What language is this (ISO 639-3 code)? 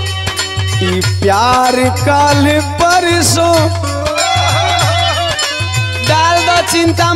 bho